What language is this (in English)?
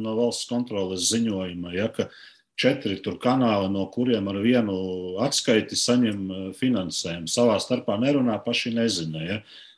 Latvian